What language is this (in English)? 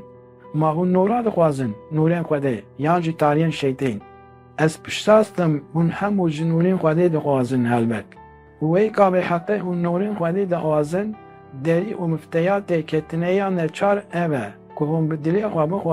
Kurdish